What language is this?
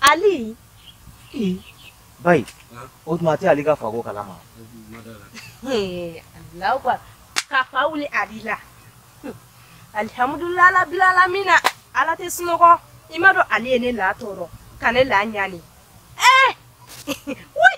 Bambara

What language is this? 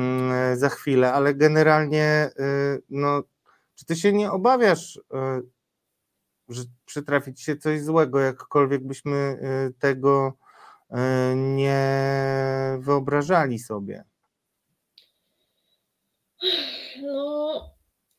Polish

